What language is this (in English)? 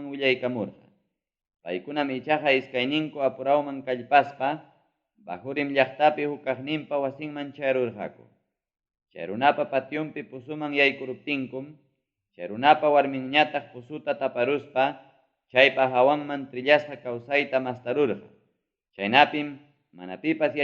Ayacucho Quechua